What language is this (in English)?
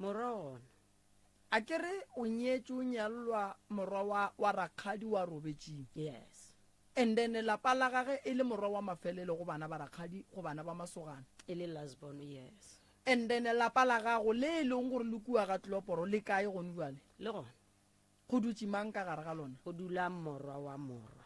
Northern Sotho